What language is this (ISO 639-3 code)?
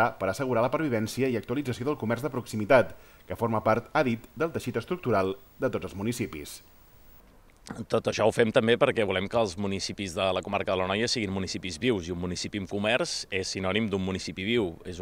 cat